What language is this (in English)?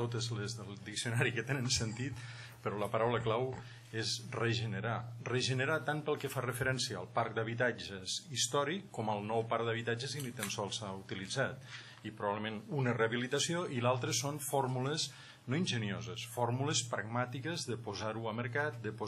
Catalan